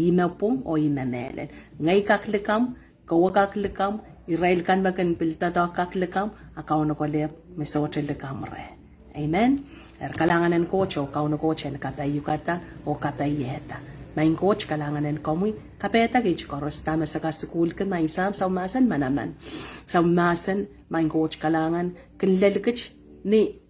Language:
Pohnpeian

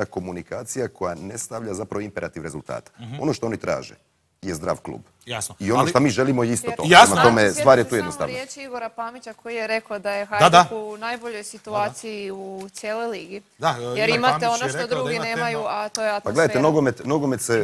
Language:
Croatian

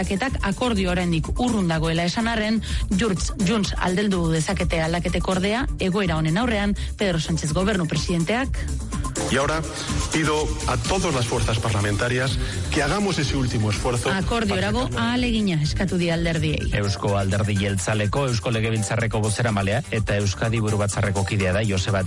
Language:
Basque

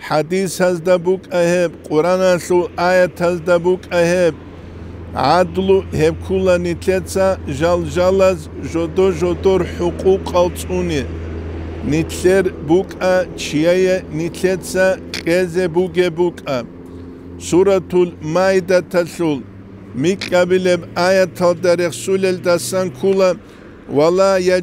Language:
Avaric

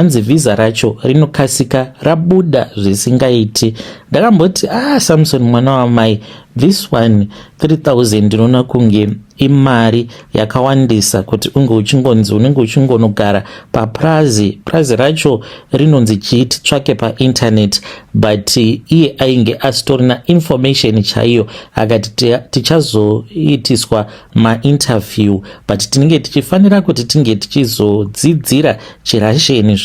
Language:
Shona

